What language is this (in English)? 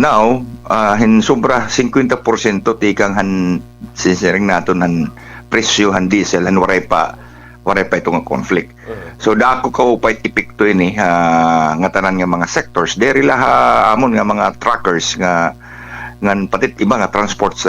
Waray